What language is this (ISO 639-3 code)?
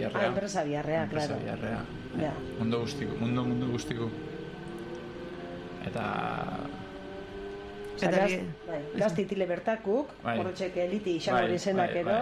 eus